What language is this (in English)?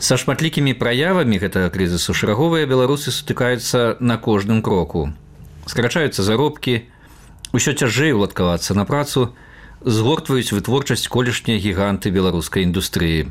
Belarusian